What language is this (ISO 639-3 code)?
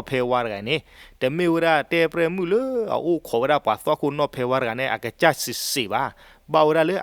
ksw